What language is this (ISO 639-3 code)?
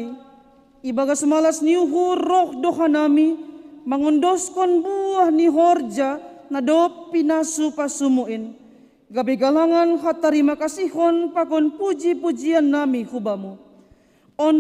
bts